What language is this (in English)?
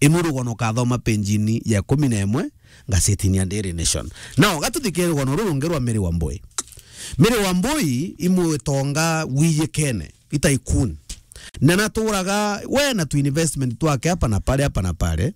Meru